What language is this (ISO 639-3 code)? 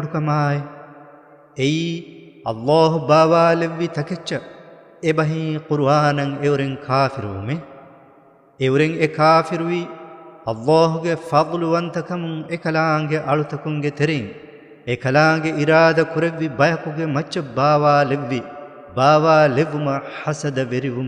div